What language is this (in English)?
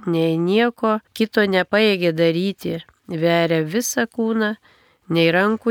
Lithuanian